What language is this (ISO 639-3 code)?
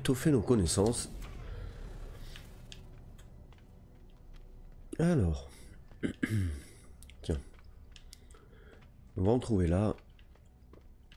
fra